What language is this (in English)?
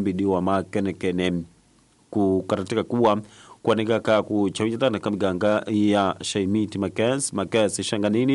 Tsonga